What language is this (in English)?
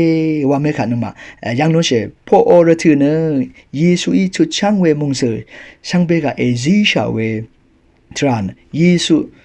Rawang